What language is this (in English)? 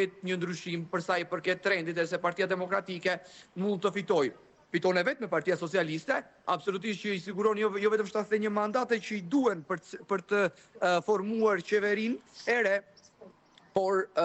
Albanian